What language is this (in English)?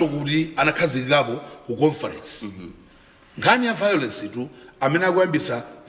Nyanja